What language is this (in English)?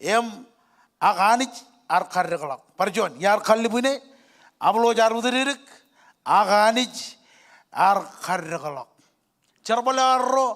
Marshallese